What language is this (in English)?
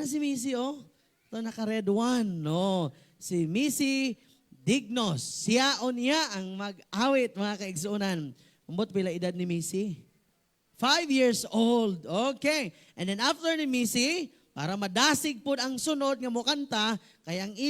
Cebuano